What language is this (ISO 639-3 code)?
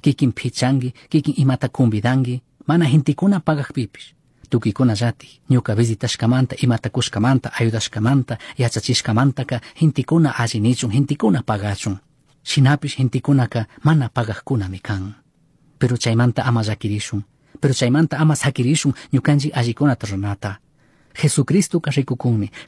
qug